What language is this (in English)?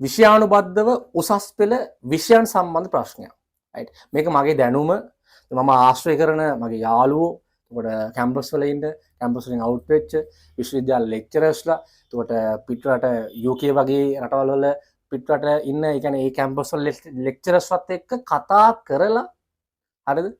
Sinhala